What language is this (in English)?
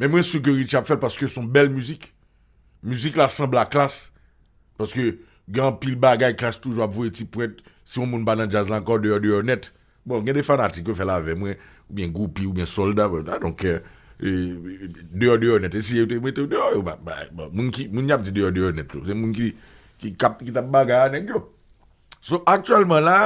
Haitian Creole